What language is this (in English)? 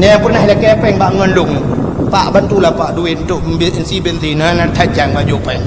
Achinese